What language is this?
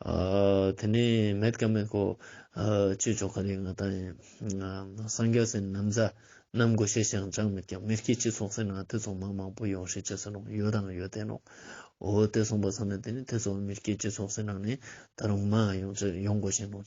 Ladakhi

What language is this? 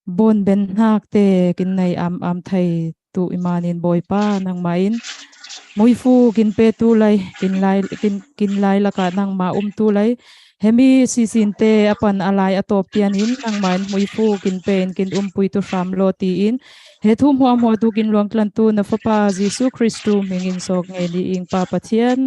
Falam Chin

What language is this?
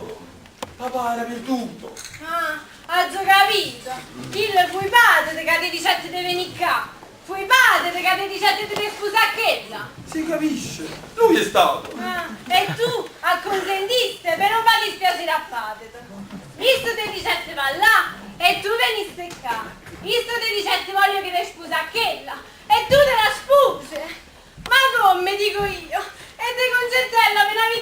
Neapolitan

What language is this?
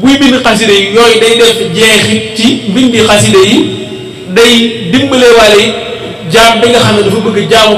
Wolof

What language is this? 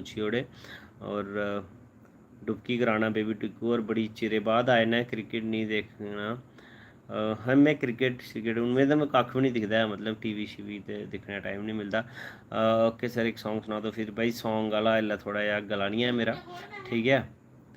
Dogri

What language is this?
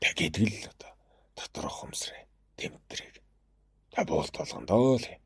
Mongolian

